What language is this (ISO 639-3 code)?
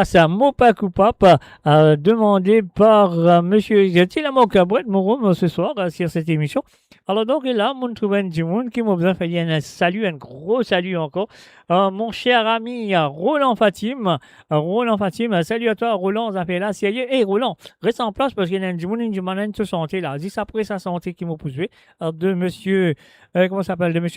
mfe